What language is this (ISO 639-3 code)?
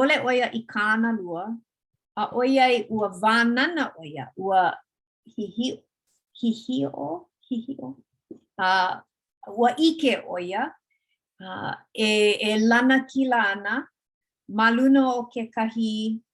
haw